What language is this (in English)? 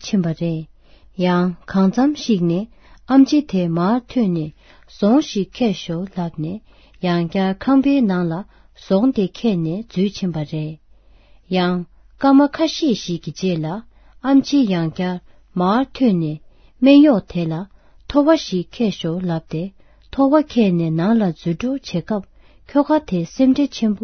Tibetan